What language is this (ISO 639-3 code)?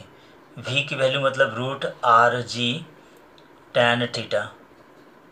hin